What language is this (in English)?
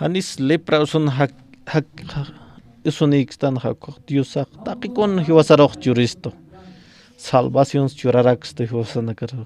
Aymara